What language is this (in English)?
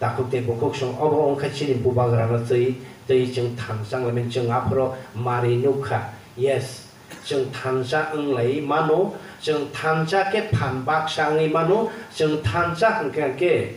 Kok Borok